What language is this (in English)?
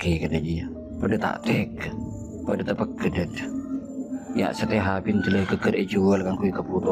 Madurese